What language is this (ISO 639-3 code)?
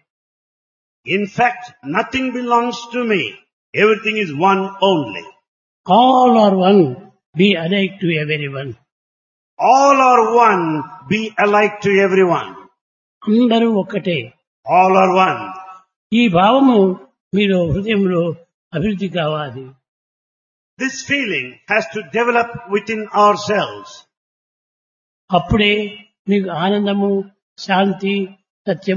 tel